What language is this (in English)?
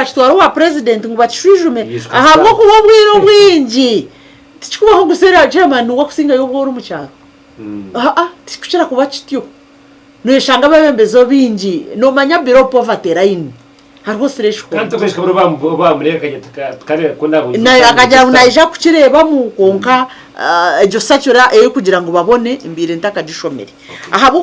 Nyankole